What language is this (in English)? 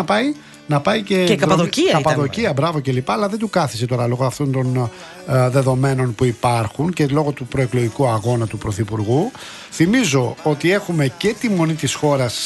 Greek